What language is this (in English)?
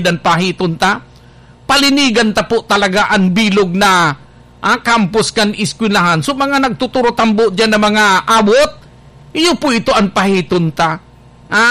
Bikol